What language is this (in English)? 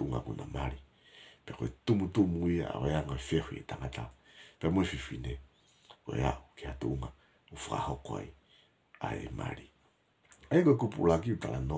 Tongan